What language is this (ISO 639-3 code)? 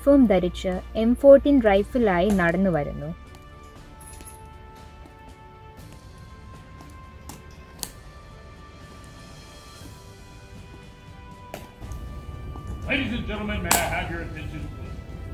mal